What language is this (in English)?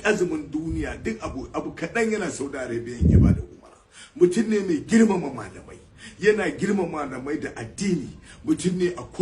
Hausa